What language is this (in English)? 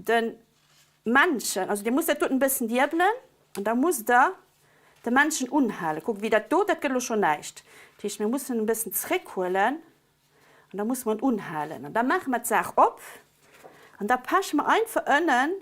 Luxembourgish